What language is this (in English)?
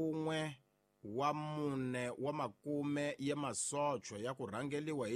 Tsonga